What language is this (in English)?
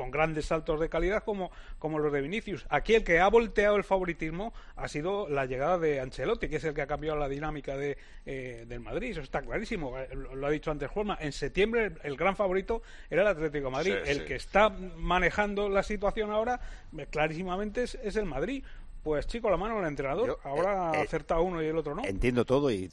Spanish